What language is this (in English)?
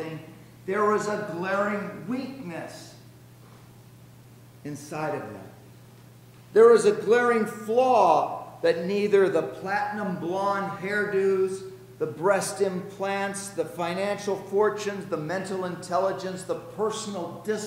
English